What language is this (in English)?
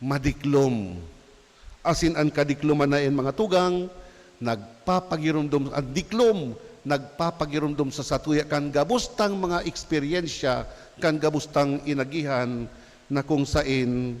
Bikol